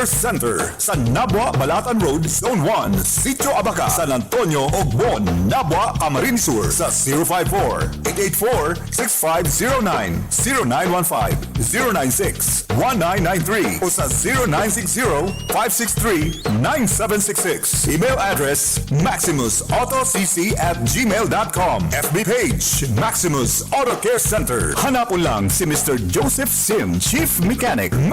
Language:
Bikol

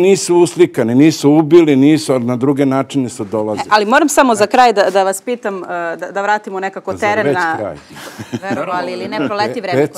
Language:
Serbian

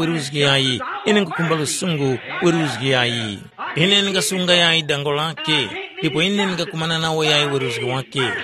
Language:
Tumbuka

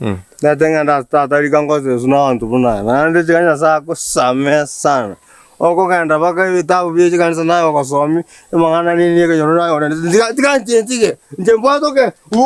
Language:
Gusii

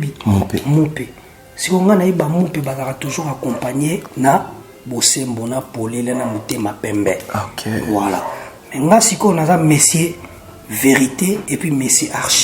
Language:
Lingala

